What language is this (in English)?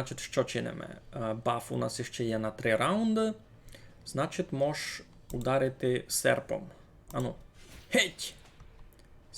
Rusyn